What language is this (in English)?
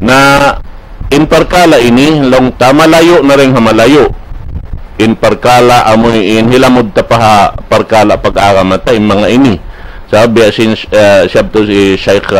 Tausug